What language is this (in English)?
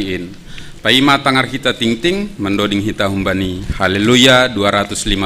Batak Simalungun